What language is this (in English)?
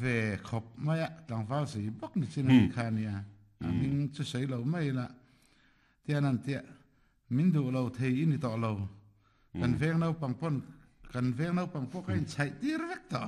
Mizo